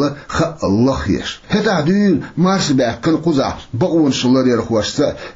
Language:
Chechen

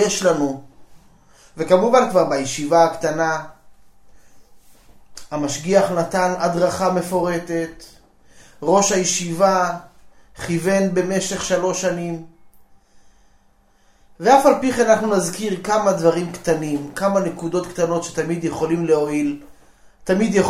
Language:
Hebrew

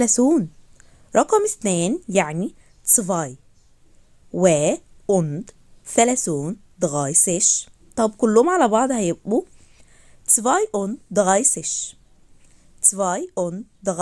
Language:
Egyptian Arabic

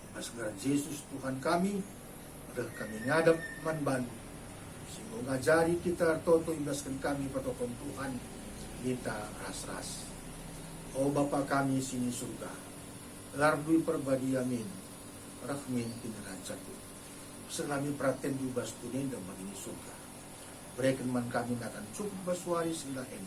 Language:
Batak Karo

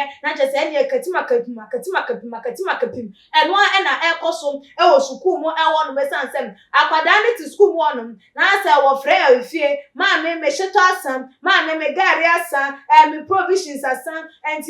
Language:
Akan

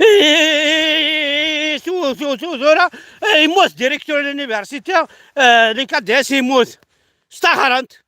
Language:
Kabyle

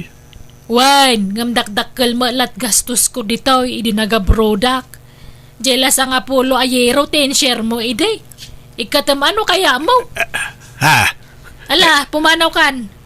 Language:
Iloko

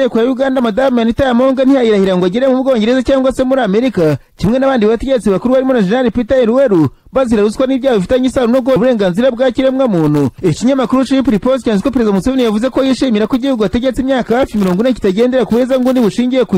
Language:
Kinyarwanda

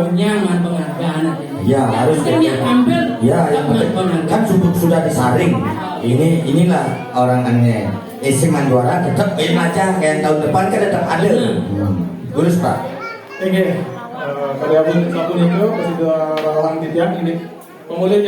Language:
Balinese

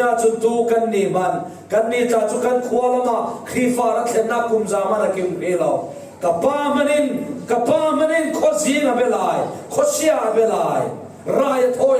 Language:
Falam Chin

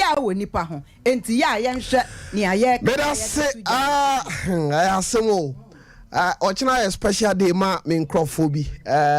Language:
Akan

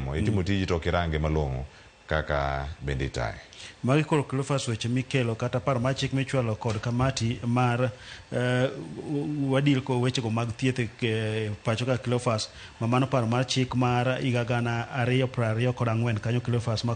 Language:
Luo (Kenya and Tanzania)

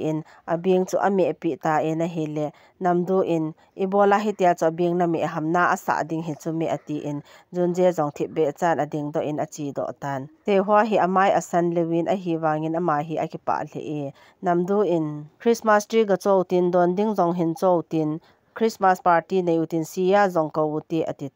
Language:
Thado Chin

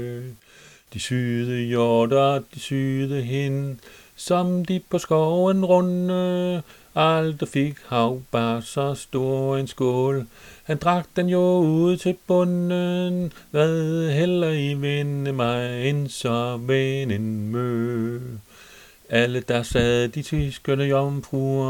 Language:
Danish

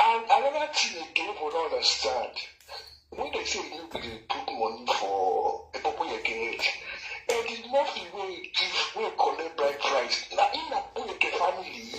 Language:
Nigerian Pidgin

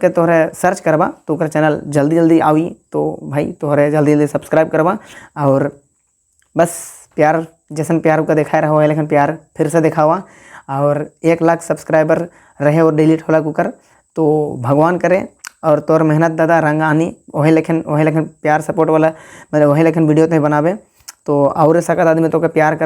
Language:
Sadri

